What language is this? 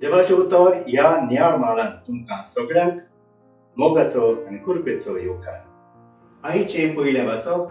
Konkani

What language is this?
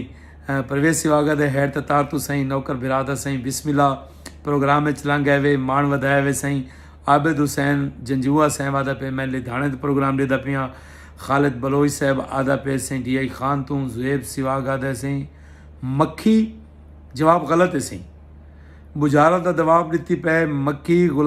Saraiki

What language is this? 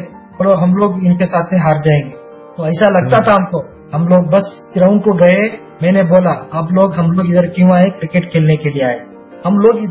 Hindi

